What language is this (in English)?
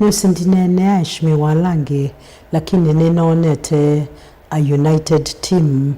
Kamba